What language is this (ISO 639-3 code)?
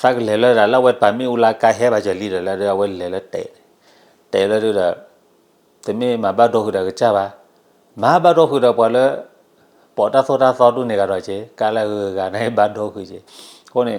ksw